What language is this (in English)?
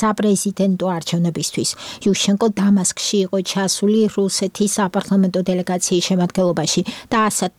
Georgian